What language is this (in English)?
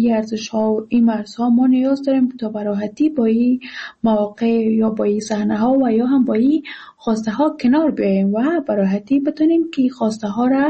Persian